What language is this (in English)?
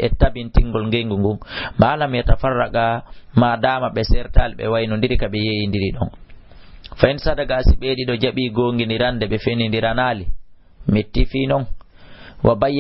Fula